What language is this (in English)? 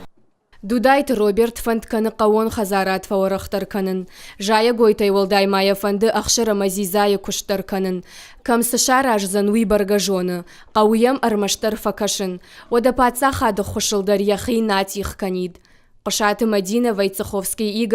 Ossetic